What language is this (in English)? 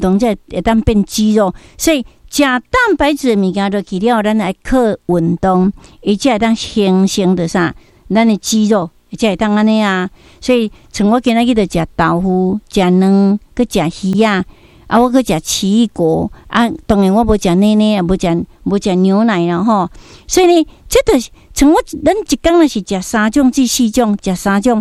Min Nan Chinese